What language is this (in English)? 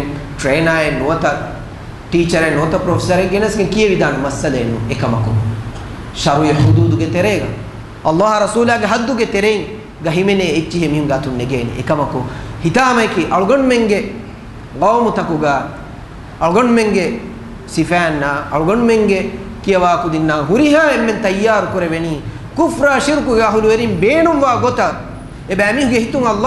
Divehi